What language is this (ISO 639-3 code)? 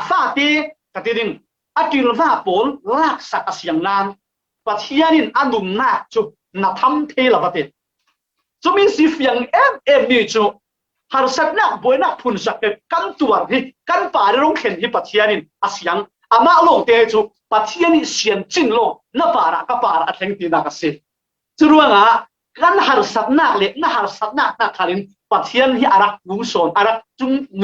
cfm